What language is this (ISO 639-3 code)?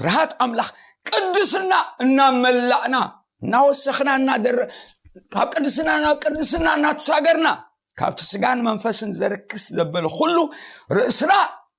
tir